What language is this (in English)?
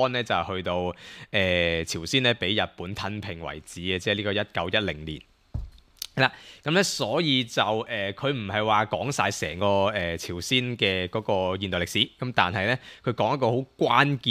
Cantonese